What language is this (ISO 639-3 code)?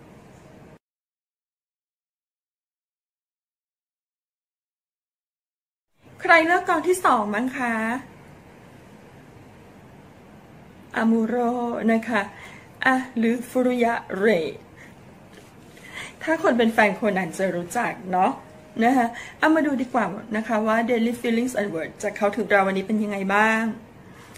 tha